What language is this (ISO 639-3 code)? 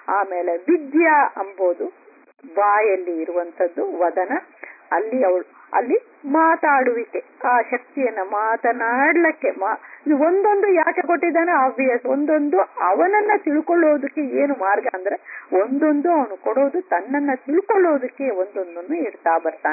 kan